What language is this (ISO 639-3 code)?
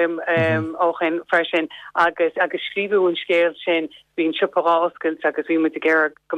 gle